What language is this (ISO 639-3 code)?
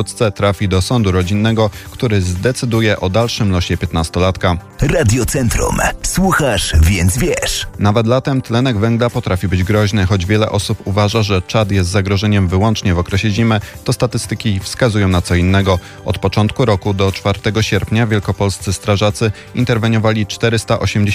pol